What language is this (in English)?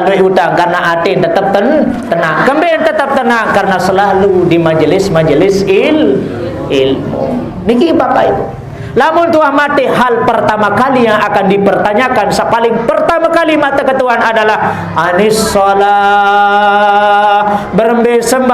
Sasak